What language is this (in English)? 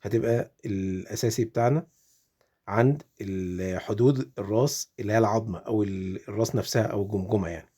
Egyptian Arabic